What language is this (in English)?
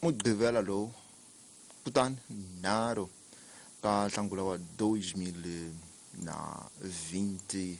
Tsonga